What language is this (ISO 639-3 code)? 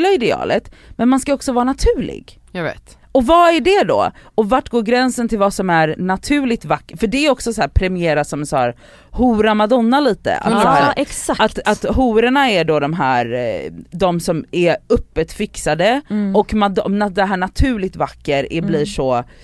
swe